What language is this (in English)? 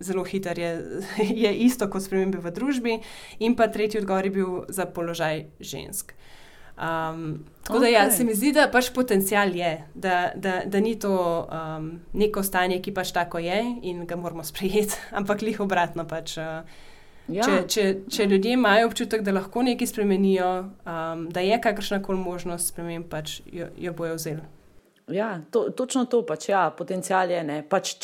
Slovenian